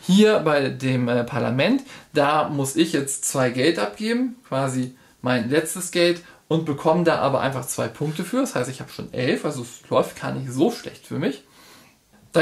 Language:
German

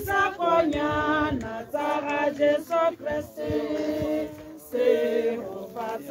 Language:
Tswana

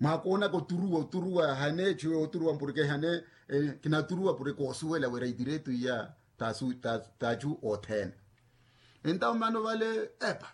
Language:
Makhuwa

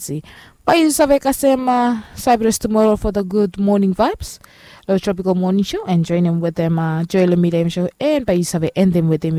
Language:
Bislama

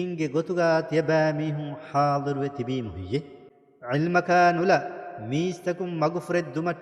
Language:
Divehi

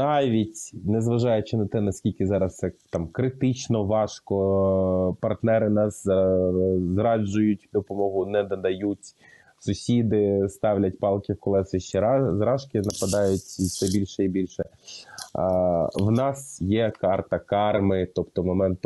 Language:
Ukrainian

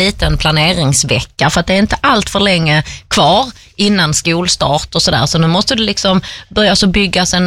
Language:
Swedish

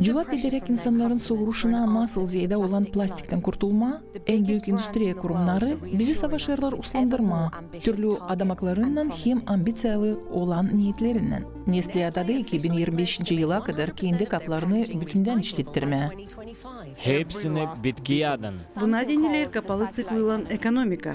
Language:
Gagauz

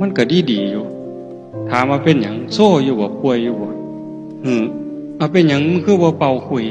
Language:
Northeastern Thai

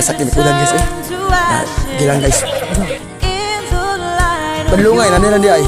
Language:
Cebuano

